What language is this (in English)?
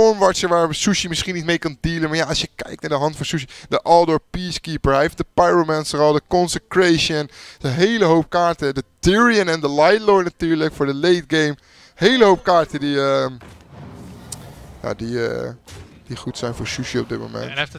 Dutch